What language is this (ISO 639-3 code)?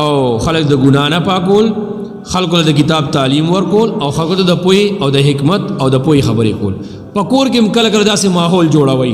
pus